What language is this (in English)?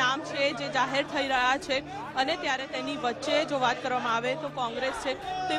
Gujarati